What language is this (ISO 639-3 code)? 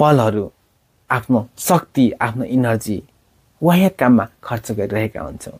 nep